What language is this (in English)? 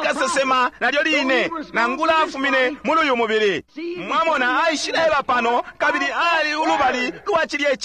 Bemba